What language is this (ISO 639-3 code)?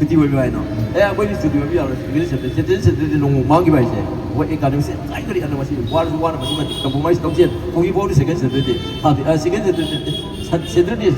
mni